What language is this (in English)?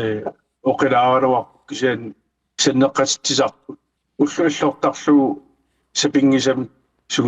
Kalaallisut